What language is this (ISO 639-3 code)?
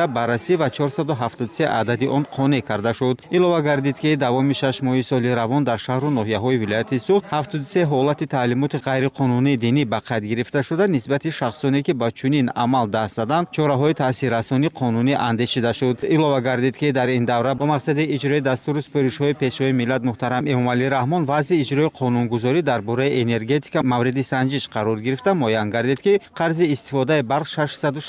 tgk